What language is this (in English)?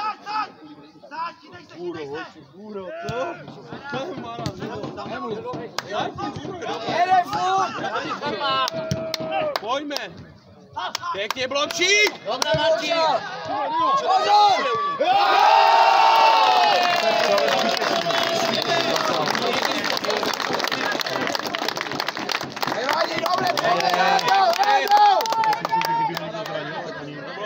Czech